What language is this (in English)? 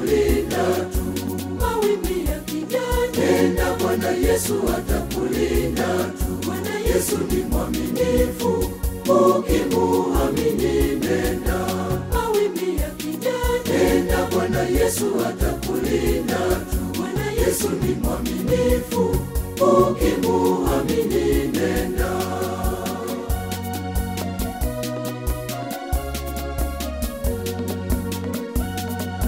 Swahili